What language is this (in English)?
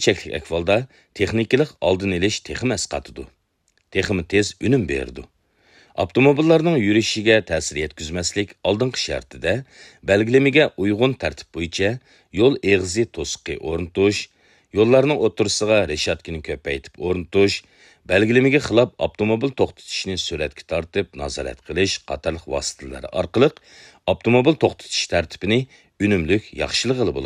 Uyghur